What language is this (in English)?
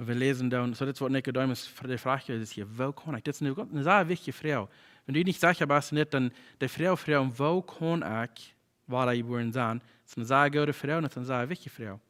Plautdietsch